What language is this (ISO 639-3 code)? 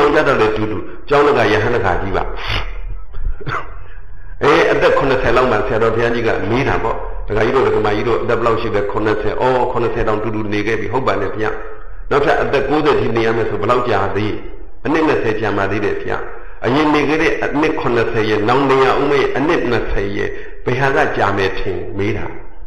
mya